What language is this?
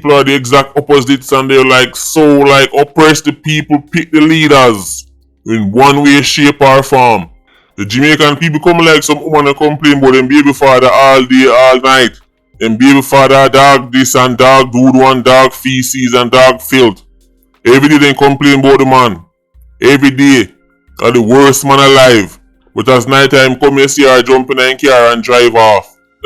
Jamaican Creole English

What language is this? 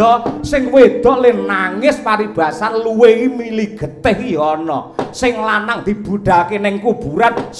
Javanese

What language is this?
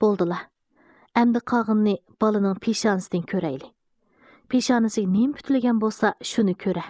Uyghur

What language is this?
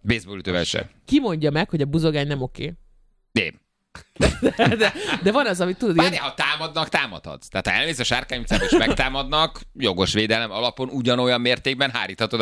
Hungarian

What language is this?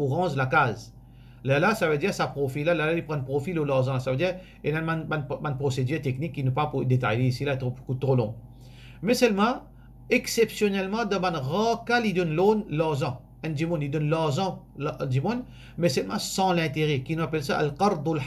Morisyen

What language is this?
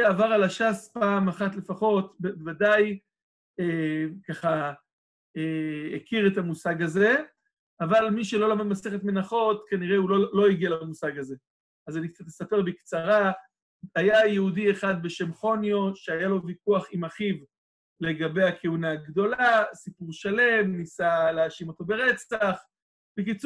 Hebrew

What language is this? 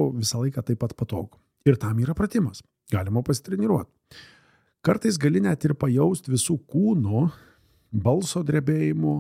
Lithuanian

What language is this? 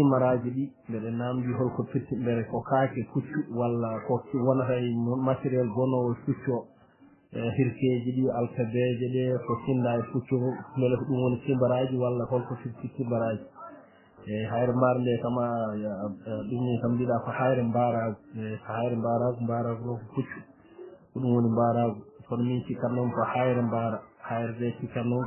Fula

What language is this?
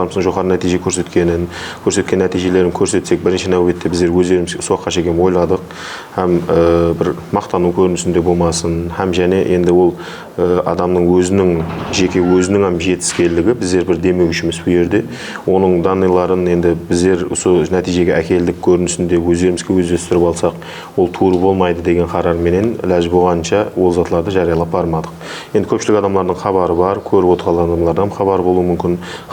Kara-Kalpak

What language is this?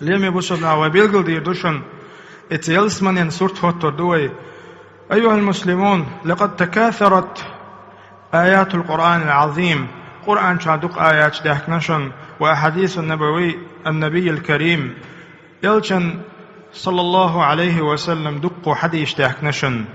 Chechen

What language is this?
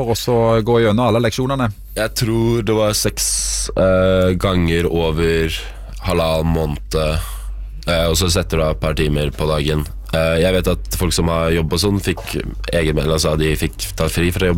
Norwegian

